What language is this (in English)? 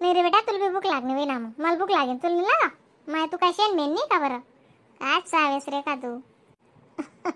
Khandesi